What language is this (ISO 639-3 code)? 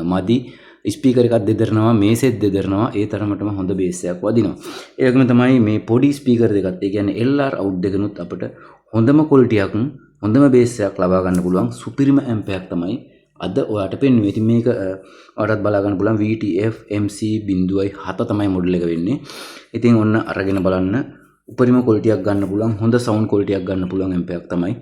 sin